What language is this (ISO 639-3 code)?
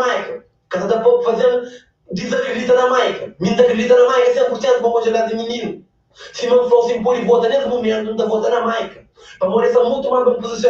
kea